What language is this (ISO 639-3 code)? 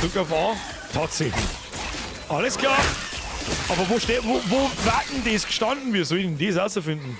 bar